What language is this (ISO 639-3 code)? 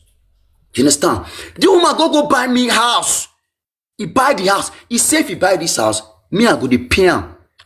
pcm